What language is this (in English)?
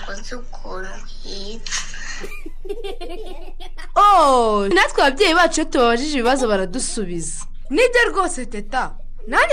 Kinyarwanda